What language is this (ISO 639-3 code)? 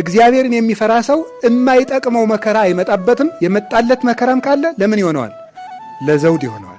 amh